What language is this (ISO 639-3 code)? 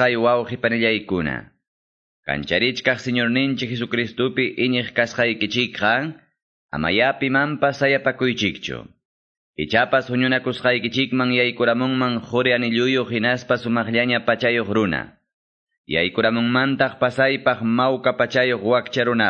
que